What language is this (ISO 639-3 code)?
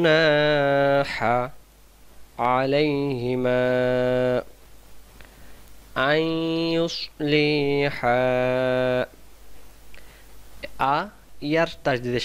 ben